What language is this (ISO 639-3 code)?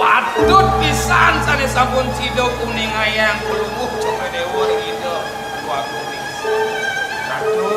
ban